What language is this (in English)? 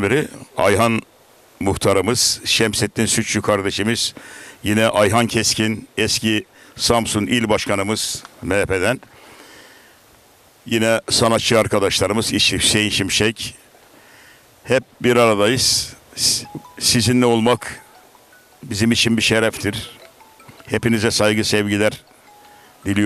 Turkish